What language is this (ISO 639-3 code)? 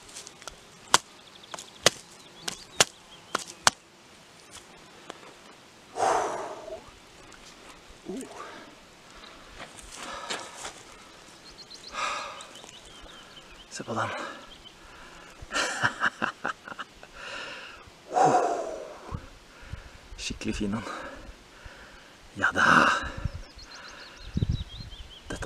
nor